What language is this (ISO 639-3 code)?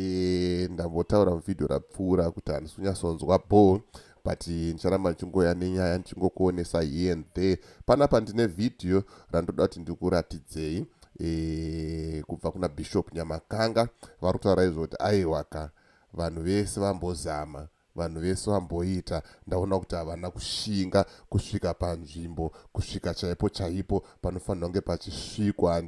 sna